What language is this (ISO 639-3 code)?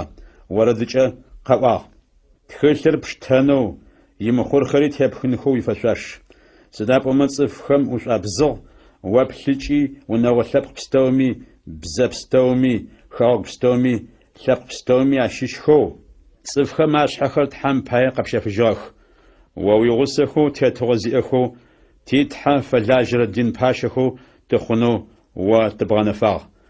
ady